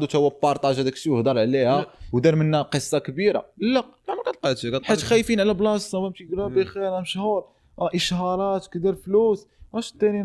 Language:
Moroccan Arabic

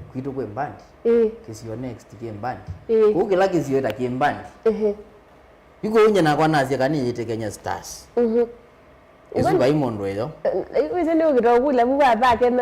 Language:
Kamba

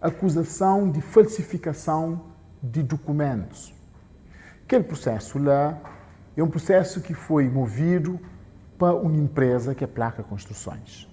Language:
Kabuverdianu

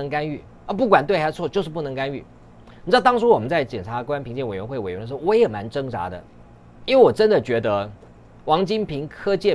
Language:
Chinese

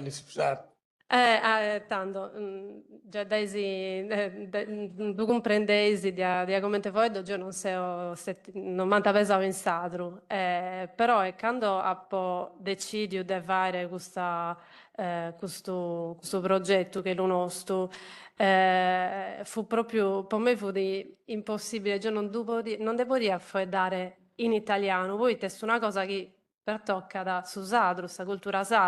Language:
Sardinian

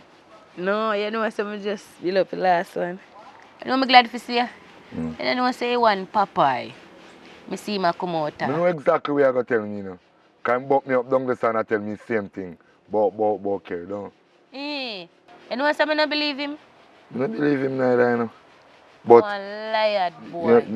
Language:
Jamaican Creole English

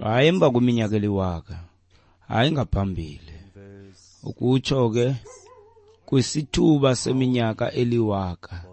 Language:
Xhosa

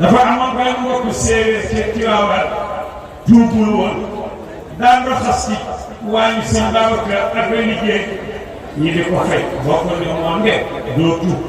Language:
Wolof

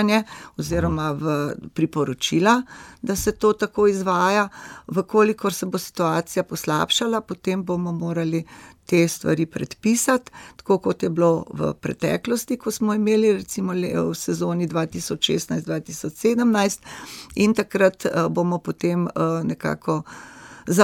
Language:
Slovenian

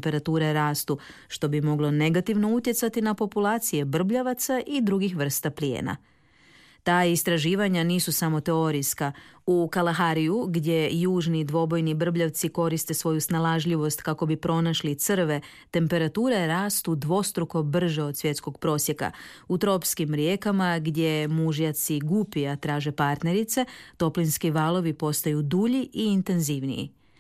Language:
Croatian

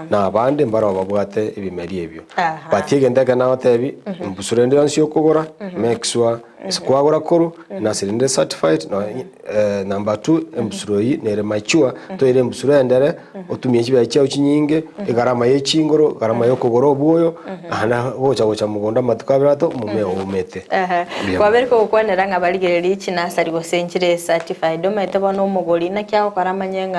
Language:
Gusii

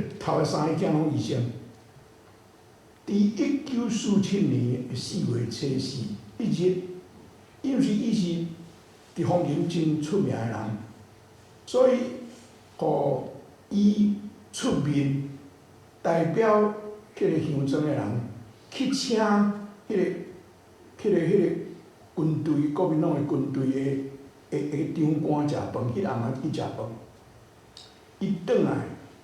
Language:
Min Nan Chinese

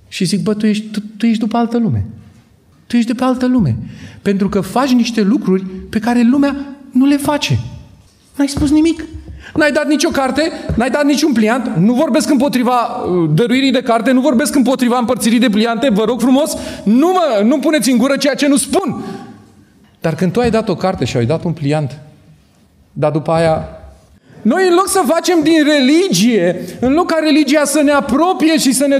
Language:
Romanian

